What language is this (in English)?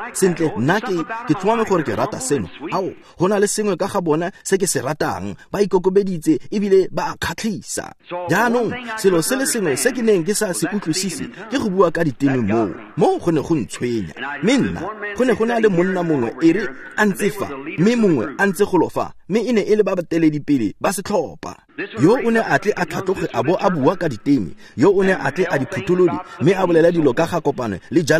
Tswana